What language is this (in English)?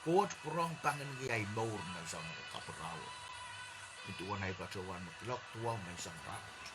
Pohnpeian